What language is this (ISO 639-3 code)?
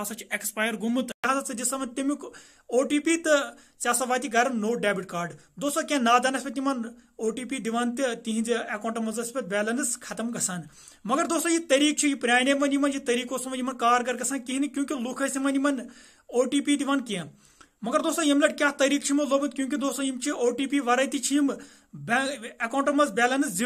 kas